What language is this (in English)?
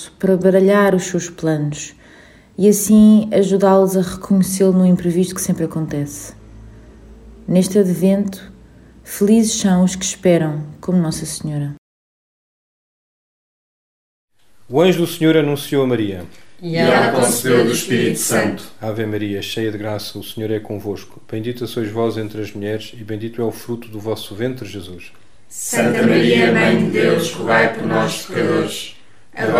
Portuguese